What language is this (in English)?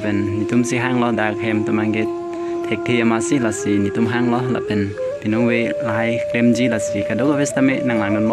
Karbi